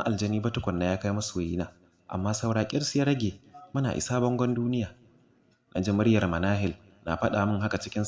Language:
Hausa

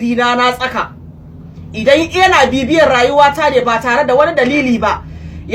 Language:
Hausa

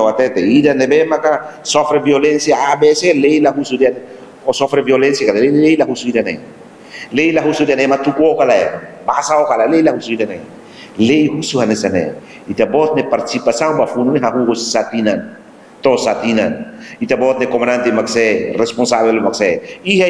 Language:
Tetum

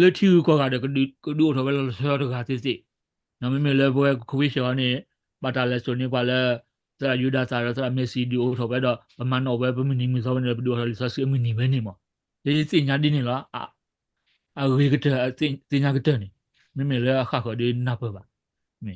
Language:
S'gaw Karen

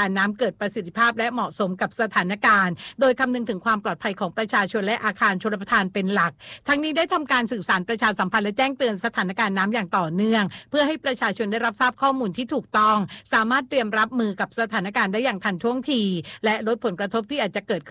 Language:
Thai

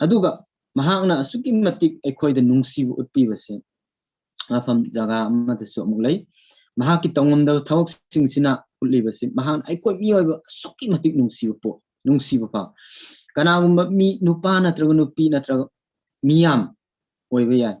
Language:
Manipuri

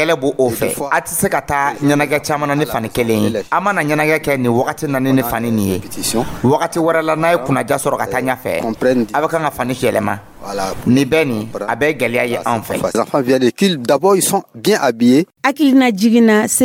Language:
Dyula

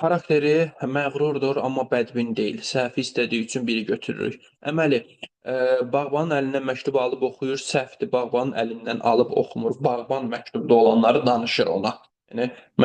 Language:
Azerbaijani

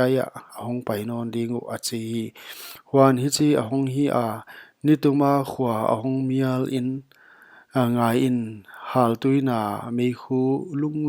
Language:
Paite Chin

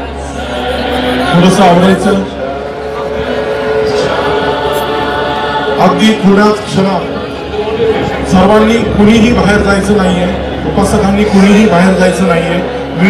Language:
Marathi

